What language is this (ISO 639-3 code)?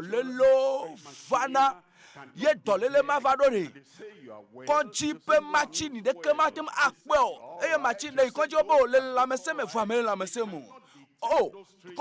ewe